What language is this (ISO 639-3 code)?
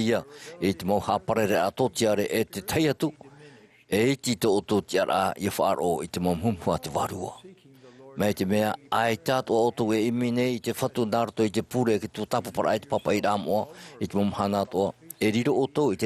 tah